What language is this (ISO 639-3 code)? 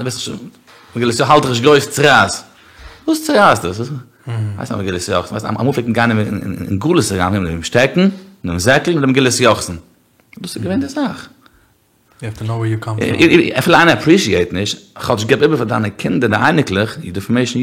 yid